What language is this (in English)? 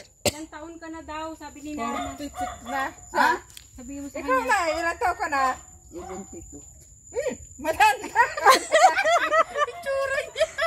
Filipino